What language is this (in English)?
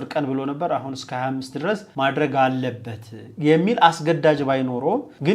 Amharic